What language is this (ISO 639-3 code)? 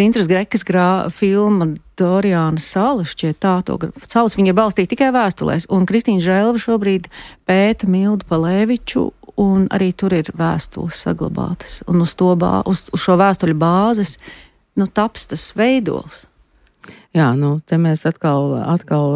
lav